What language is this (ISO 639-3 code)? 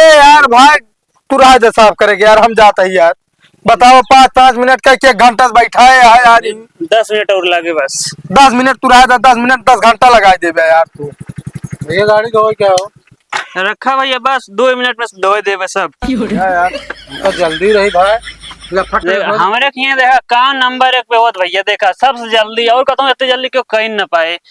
awa